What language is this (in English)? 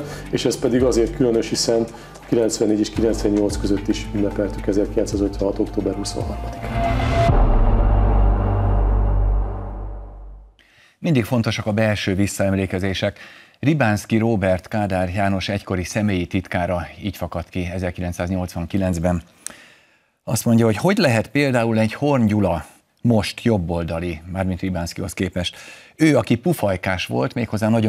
Hungarian